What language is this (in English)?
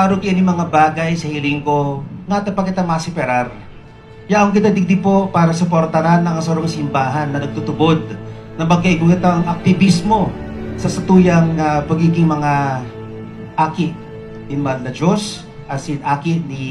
Bikol